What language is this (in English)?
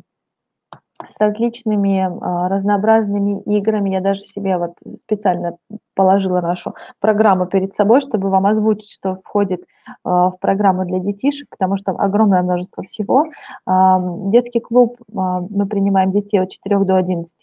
Russian